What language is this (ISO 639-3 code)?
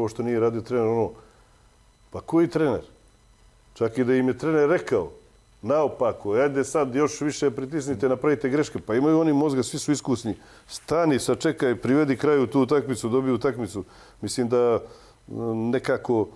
srp